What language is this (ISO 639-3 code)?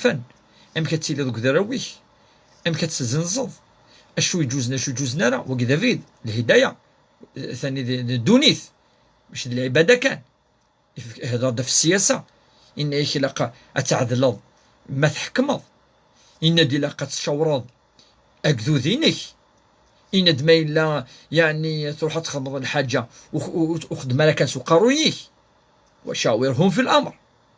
kab